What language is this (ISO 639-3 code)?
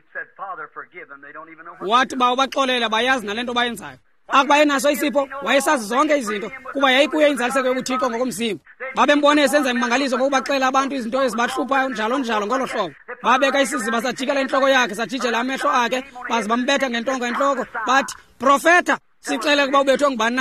xho